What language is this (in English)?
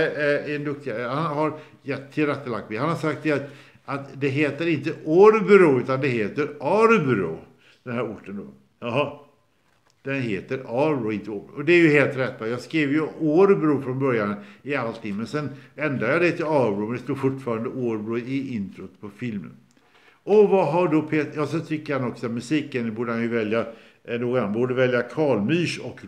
Swedish